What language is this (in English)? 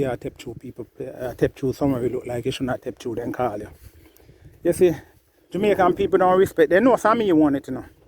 Jamaican Creole English